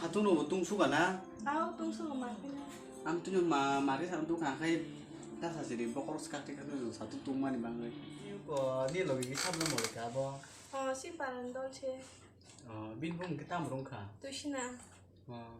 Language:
Kok Borok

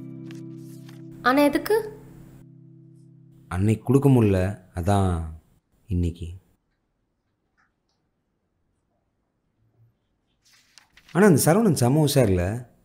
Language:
Tamil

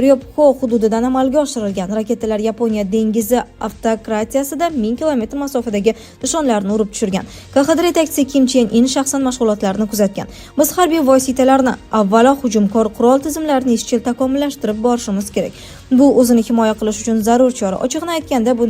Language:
Uzbek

